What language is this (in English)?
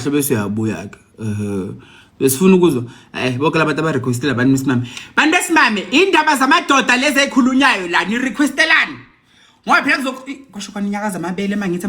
Zulu